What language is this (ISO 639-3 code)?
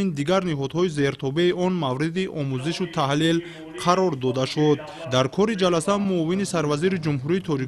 tgk